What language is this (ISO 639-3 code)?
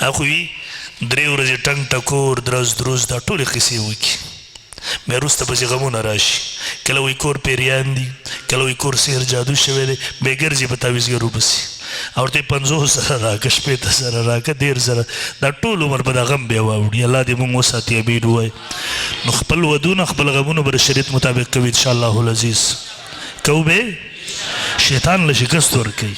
pus